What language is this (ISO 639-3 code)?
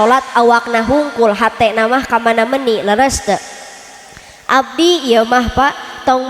sun